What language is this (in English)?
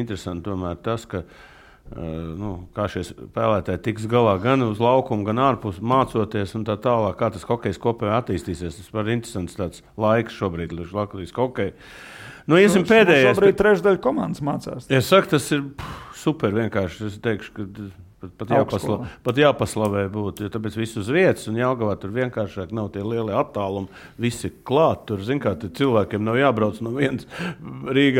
Latvian